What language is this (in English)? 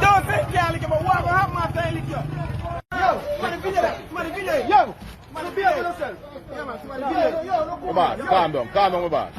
Jamaican Creole English